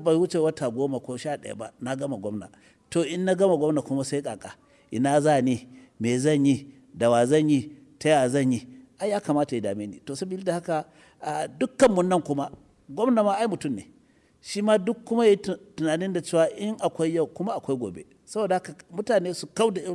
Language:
Hausa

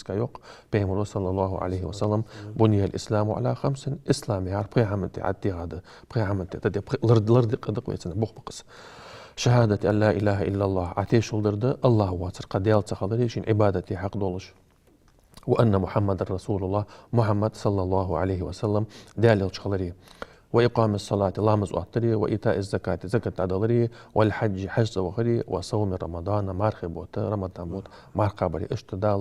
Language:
Ingush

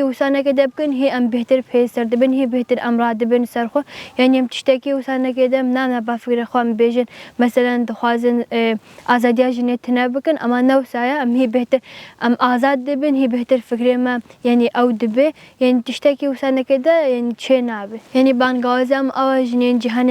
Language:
Kurdish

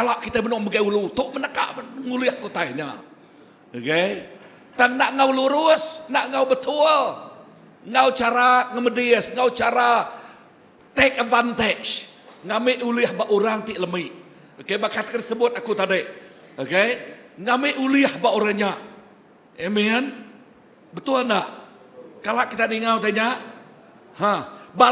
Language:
Iban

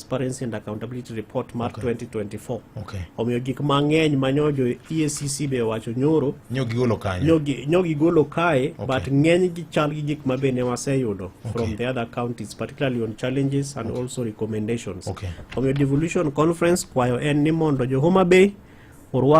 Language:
Luo (Kenya and Tanzania)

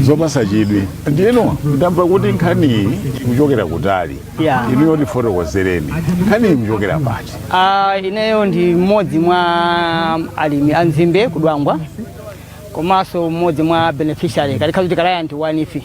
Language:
Nyanja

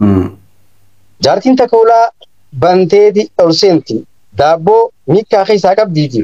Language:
Oromo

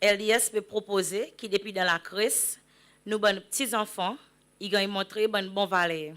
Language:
Seselwa Creole French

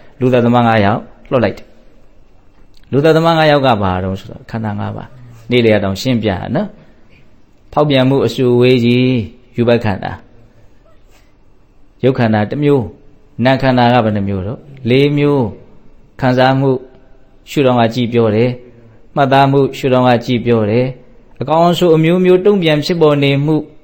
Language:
Burmese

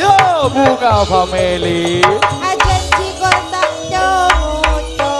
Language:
Madurese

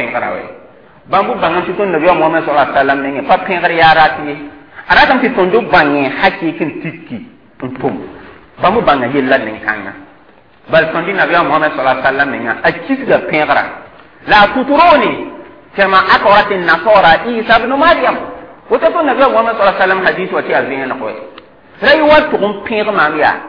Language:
Mossi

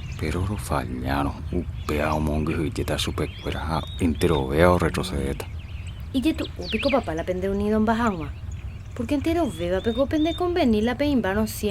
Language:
Guarani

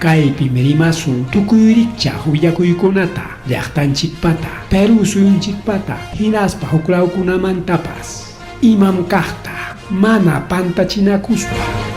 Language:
Ayacucho Quechua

